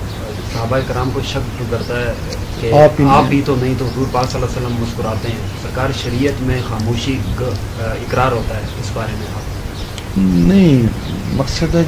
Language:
Urdu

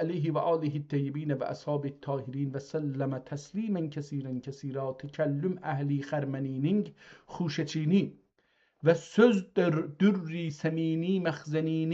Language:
South Azerbaijani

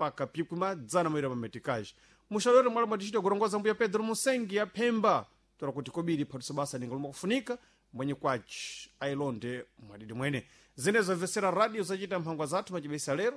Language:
Sena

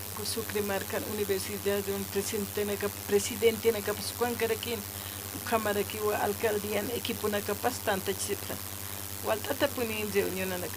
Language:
Aymara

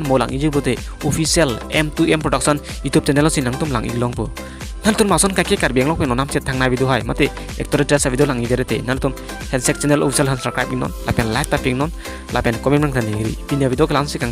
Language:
Karbi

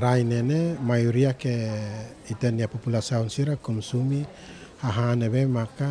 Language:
Tetum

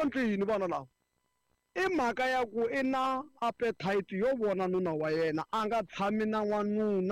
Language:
Tsonga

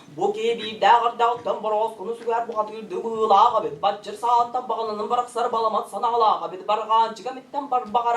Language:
Tuvinian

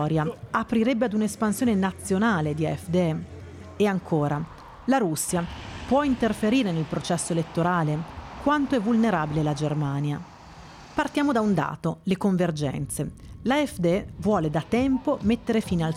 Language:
Italian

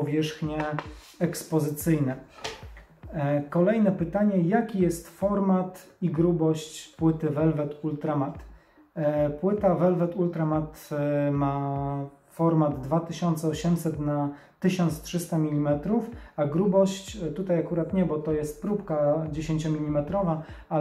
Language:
Polish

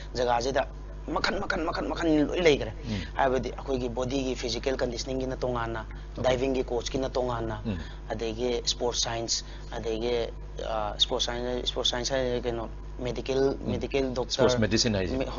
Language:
Manipuri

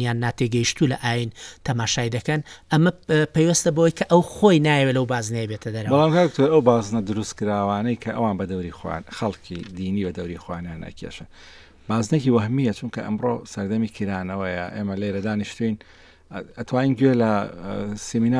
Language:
Central Kurdish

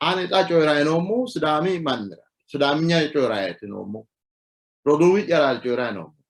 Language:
Sidamo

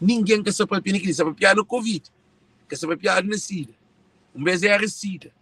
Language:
Kabuverdianu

